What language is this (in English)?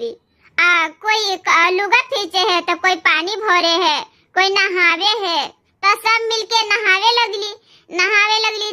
Bhojpuri